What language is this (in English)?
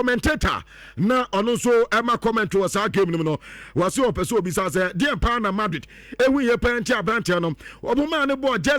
Akan